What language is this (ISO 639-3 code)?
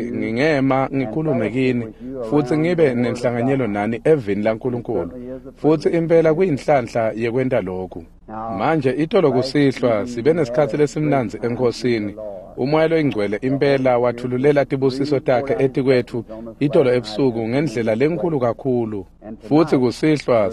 ssw